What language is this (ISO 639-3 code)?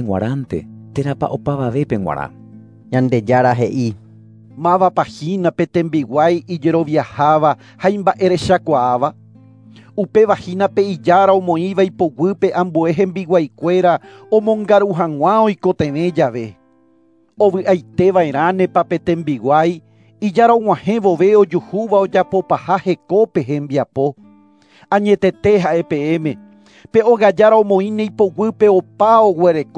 grn